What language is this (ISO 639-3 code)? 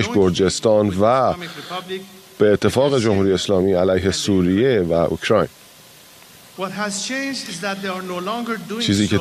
fas